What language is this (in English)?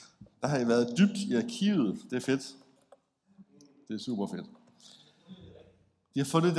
Danish